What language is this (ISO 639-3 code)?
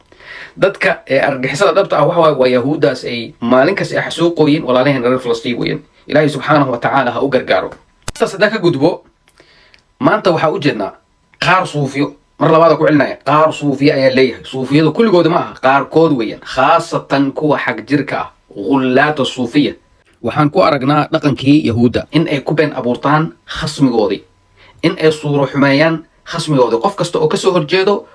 som